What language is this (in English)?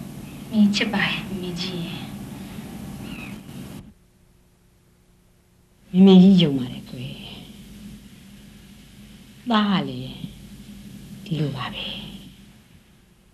Burmese